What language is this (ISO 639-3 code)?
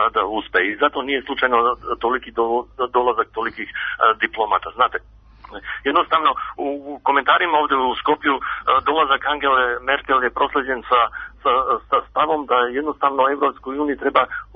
srp